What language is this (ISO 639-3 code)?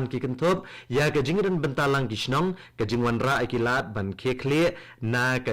kha